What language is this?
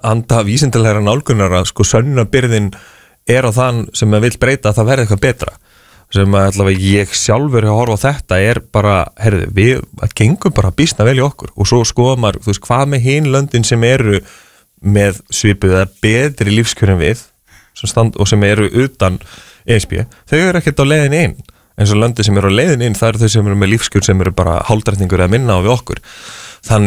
Icelandic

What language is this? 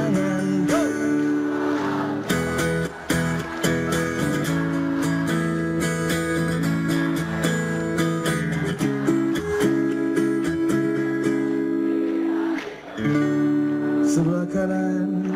Indonesian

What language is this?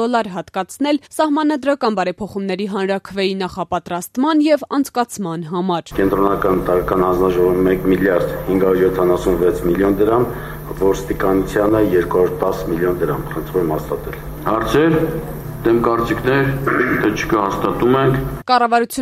Armenian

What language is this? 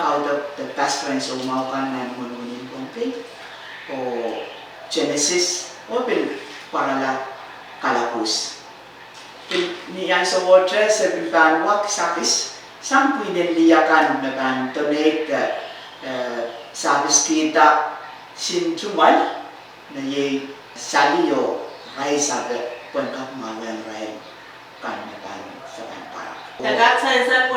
Pohnpeian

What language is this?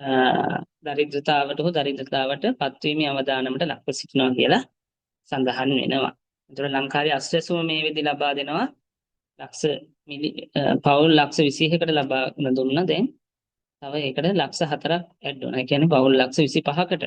Sinhala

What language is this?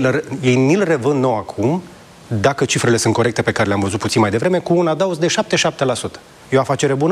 Romanian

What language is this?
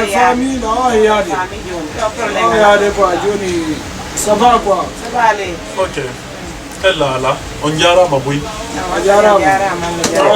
Fula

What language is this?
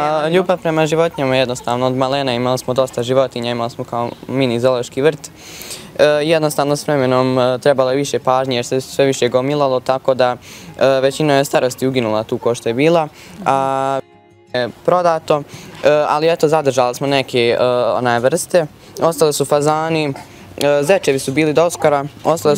Bosnian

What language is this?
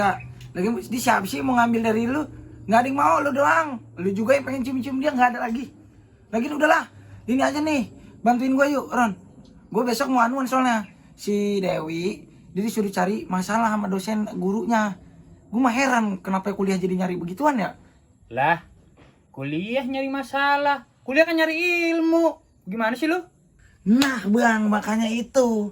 Betawi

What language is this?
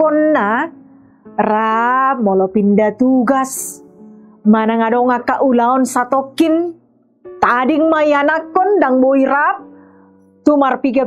Batak Toba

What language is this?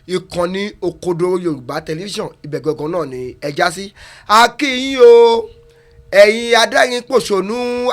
Yoruba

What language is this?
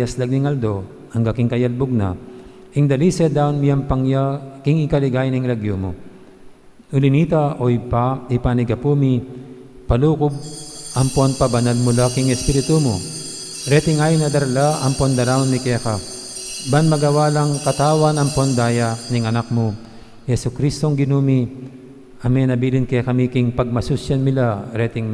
Pampanga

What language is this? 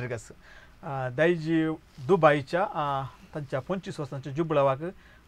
Konkani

